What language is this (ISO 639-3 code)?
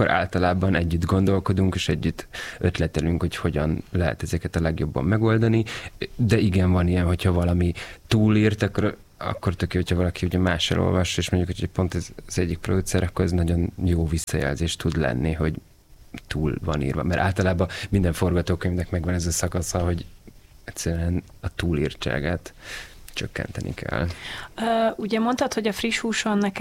hun